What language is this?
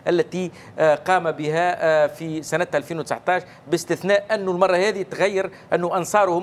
Tunisian Arabic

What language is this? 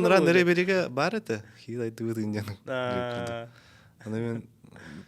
Yakut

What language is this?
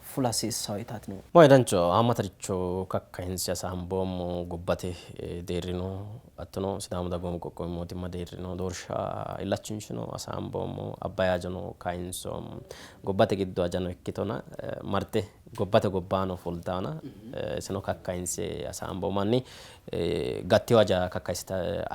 Sidamo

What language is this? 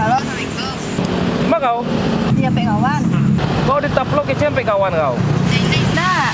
Minangkabau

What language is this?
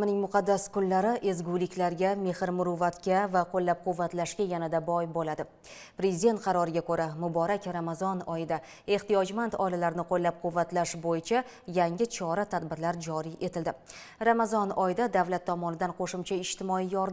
Uzbek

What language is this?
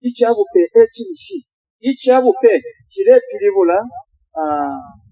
Bemba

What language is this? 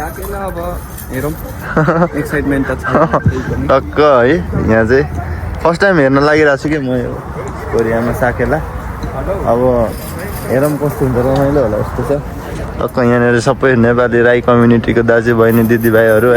Nepali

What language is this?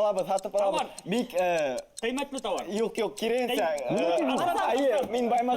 Bashkir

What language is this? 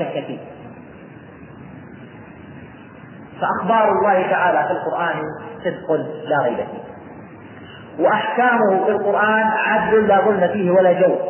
Arabic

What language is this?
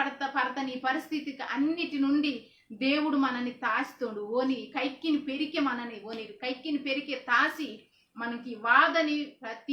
Koya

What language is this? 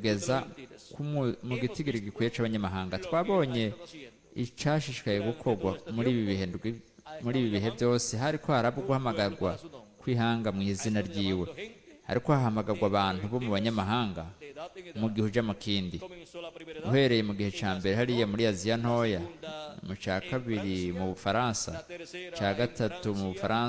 Rundi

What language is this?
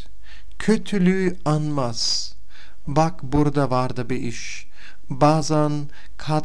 Turkish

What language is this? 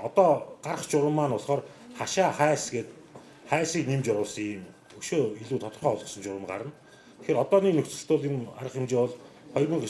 Mongolian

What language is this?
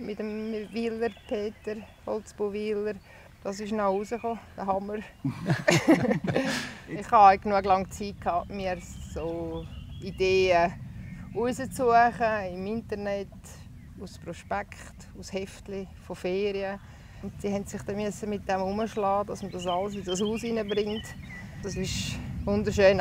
Swiss German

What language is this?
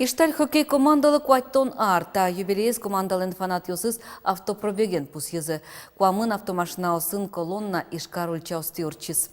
Udmurt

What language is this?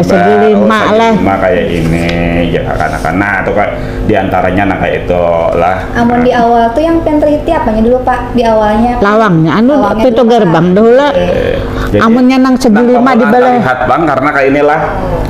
Banjar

